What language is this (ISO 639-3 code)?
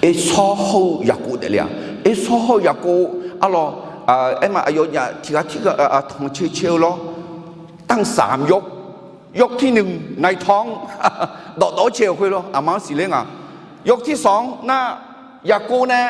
ahk